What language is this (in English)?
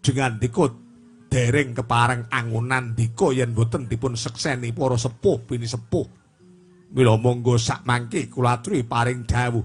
Javanese